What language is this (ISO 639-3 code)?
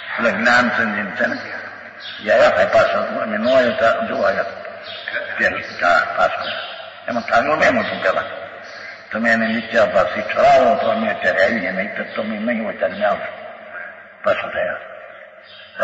guj